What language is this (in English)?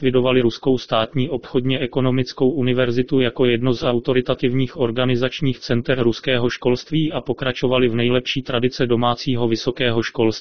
Czech